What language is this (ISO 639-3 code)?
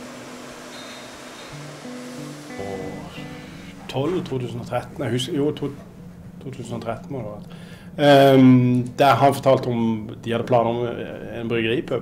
nor